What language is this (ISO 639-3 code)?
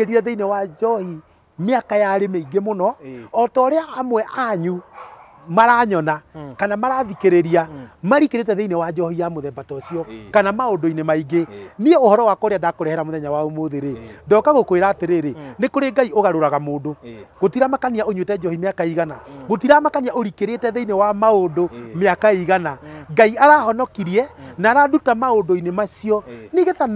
kik